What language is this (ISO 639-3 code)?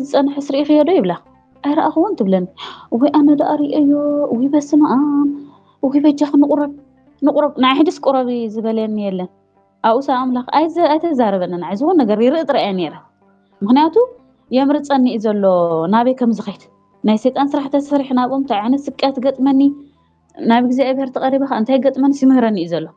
tir